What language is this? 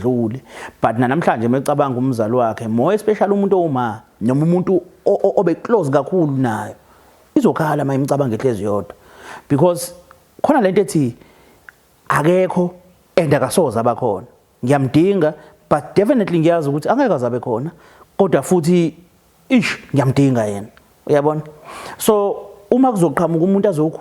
Zulu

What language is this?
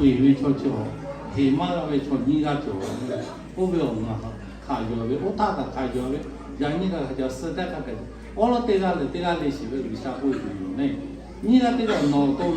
Lahu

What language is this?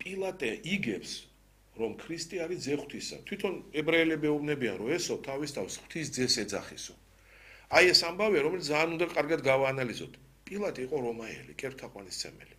Georgian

